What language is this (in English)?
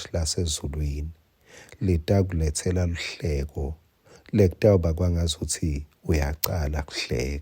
Swati